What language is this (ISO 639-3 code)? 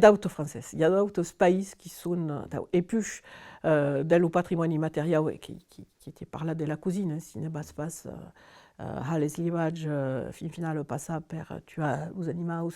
oci